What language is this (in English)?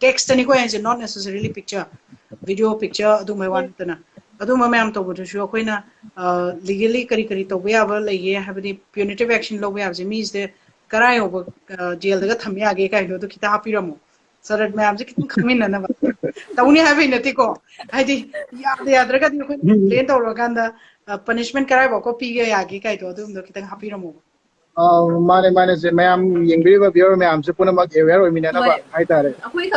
Manipuri